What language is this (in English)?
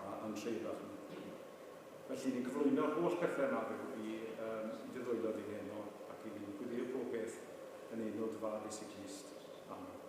Welsh